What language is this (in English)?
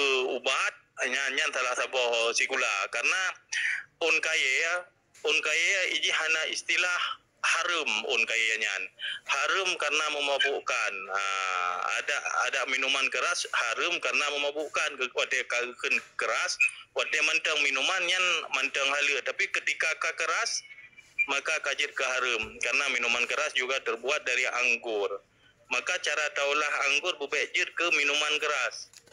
Achinese